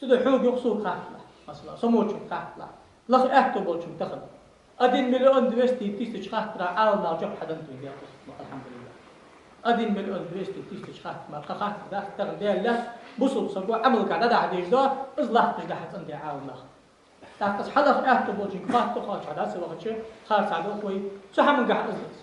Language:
Ingush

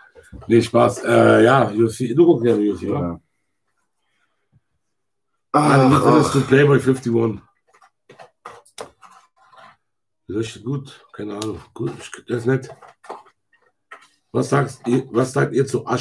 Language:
German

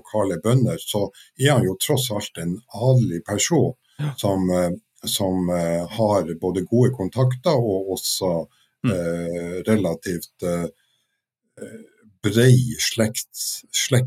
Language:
Norwegian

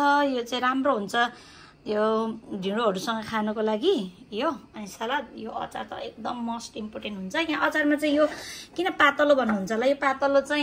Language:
Nepali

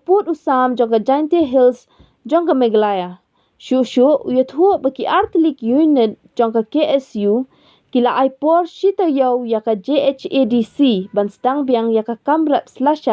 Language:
Khasi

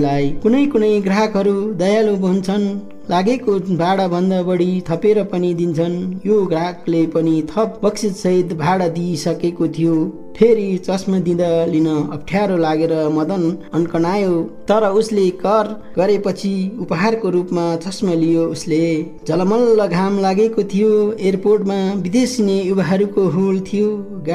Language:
Nepali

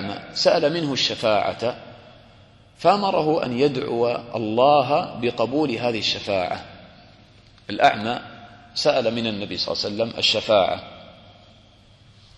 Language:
Arabic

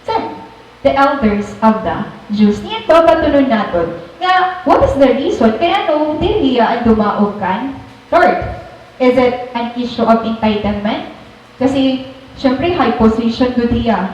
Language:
Waray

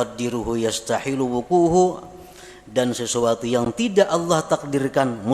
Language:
Banjar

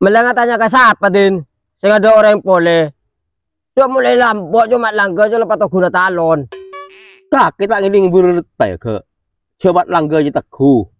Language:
Madurese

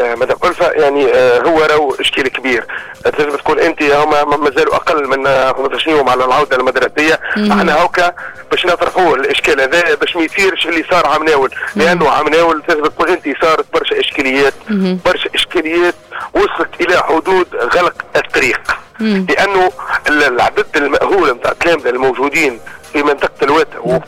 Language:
Tunisian Arabic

